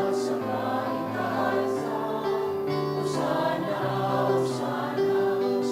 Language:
Bikol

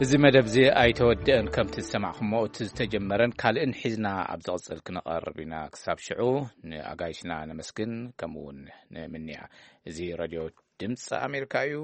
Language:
Tigrinya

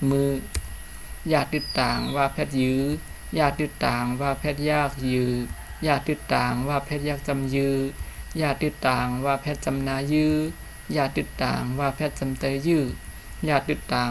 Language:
Shan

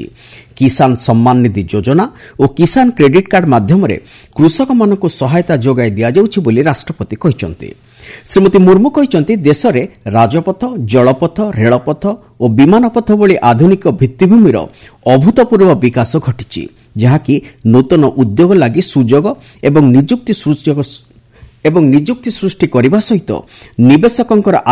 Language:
Odia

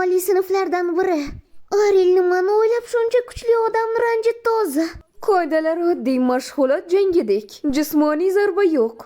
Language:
Uzbek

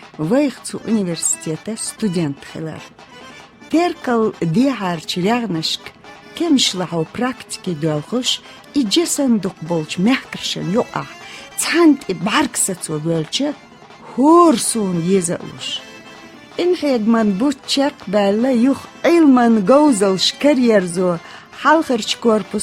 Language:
Chechen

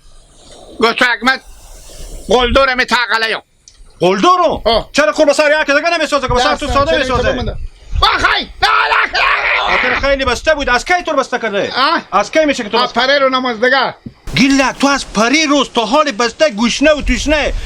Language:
Hazaragi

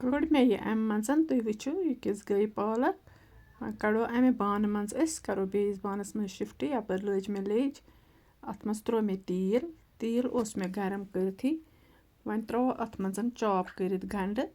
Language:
Kashmiri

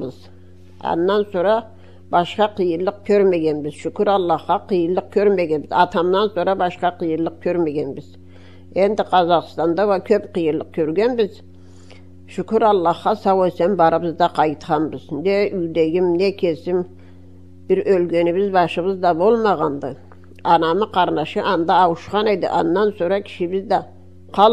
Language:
Karachay-Balkar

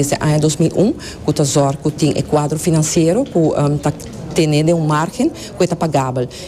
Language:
Papiamento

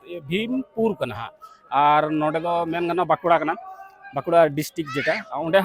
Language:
Santali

